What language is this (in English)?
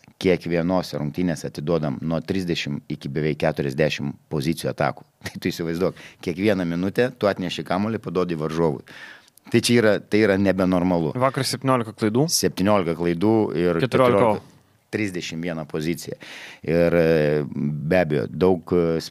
Lithuanian